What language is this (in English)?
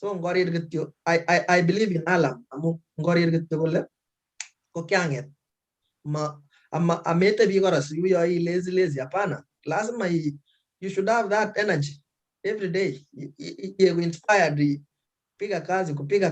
Kalenjin